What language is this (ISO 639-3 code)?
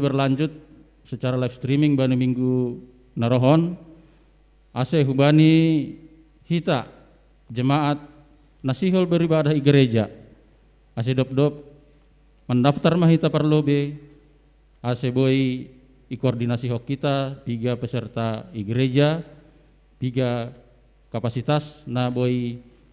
bts